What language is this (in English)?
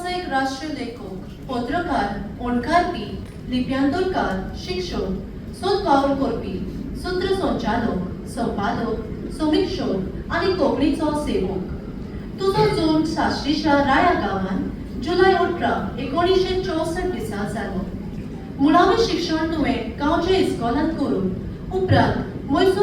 Konkani